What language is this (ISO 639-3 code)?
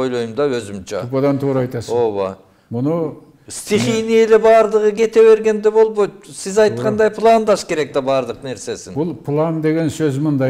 kir